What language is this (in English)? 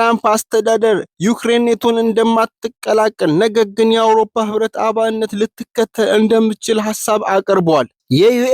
Amharic